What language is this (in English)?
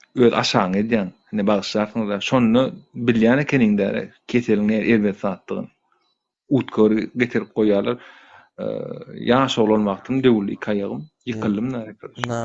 Turkmen